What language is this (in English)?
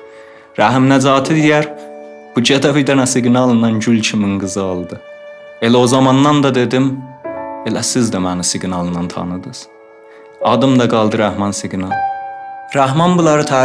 South Azerbaijani